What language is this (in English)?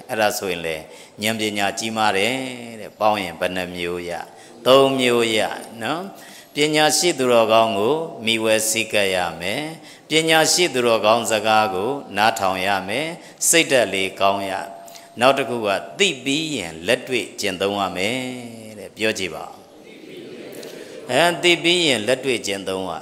Burmese